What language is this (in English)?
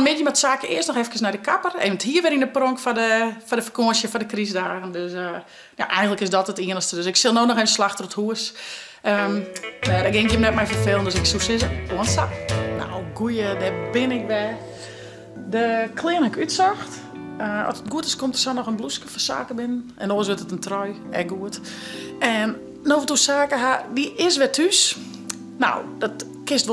Western Frisian